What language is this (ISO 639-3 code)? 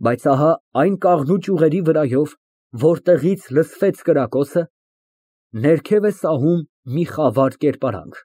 hye